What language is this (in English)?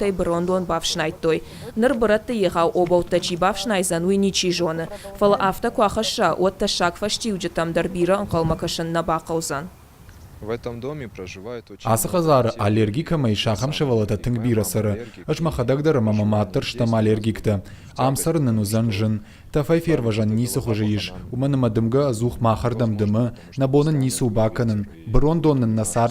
Ossetic